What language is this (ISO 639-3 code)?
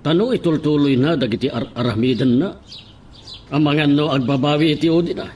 ilo